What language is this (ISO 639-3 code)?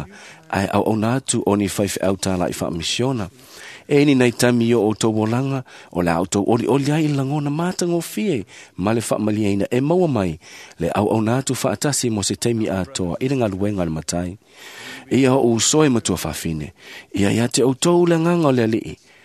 smo